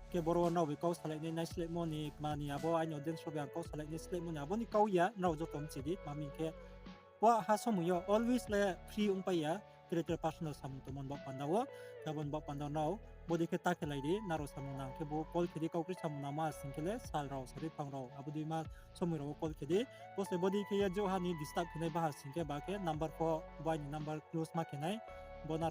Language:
Riang (India)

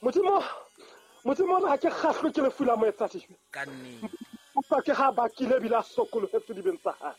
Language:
Southern Sotho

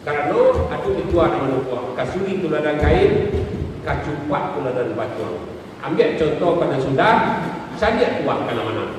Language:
Minangkabau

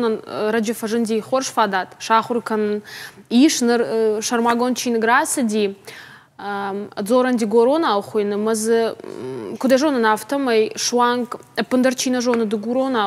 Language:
Ossetic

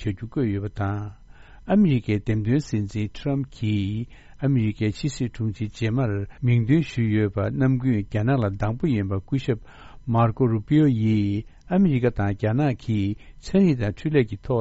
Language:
Tibetan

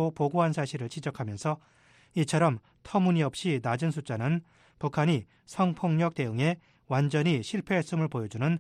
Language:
Korean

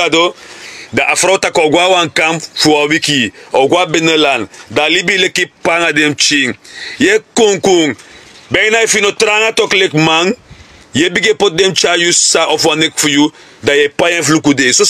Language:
Sranan Tongo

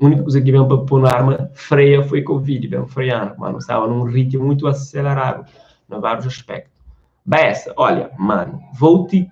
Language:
Kabuverdianu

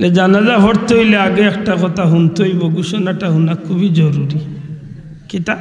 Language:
Sylheti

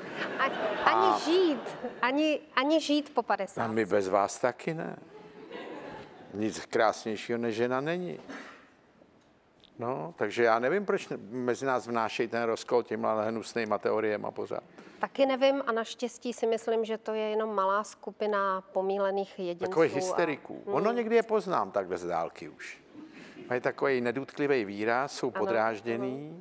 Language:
Czech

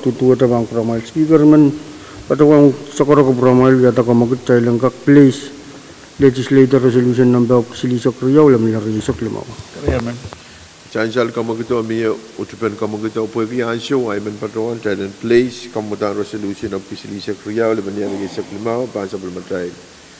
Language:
Pohnpeian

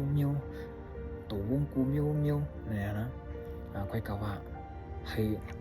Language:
Shan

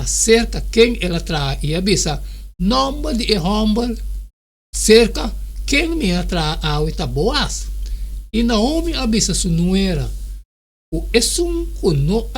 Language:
Papiamento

